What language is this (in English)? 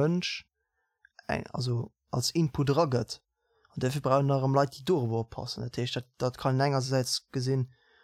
Luxembourgish